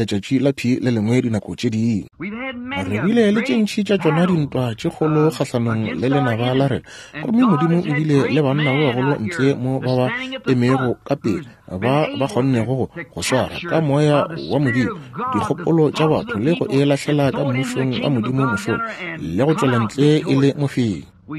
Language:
Northern Sotho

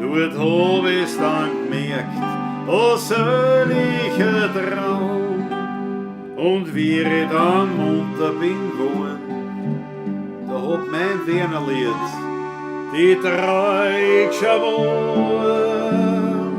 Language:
Bavarian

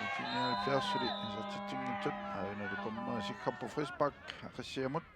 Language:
Kalaallisut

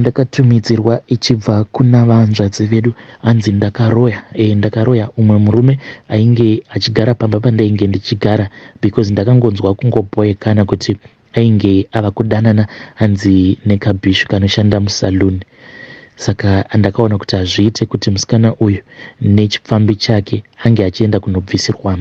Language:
Shona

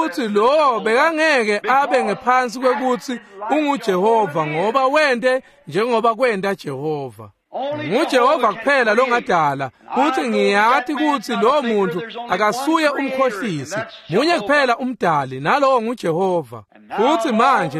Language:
Swati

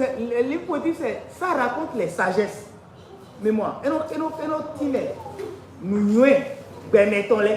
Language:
Fon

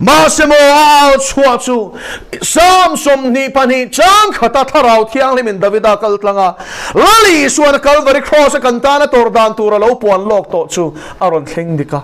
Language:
Mizo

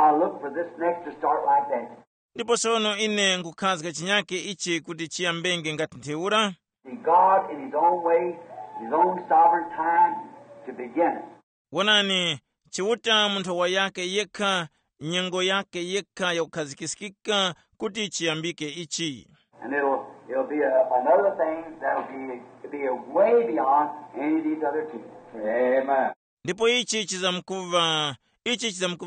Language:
Tumbuka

